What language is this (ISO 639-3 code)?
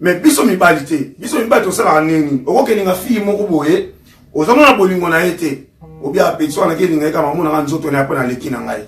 lin